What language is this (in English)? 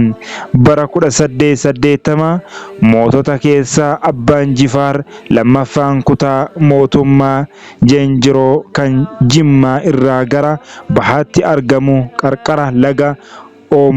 Oromo